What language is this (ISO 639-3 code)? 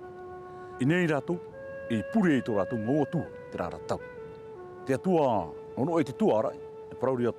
tah